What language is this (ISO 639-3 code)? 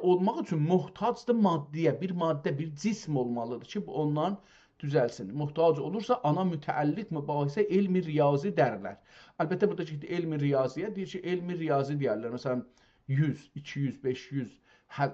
azb